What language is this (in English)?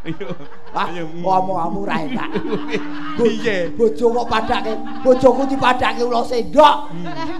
Javanese